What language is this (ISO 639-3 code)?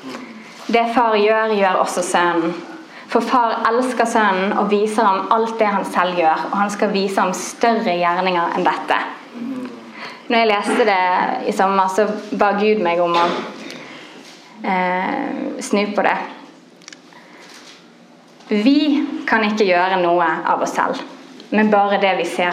nor